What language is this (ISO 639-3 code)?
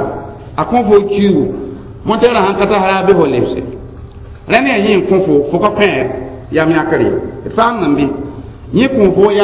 mos